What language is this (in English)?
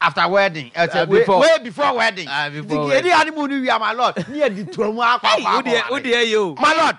Akan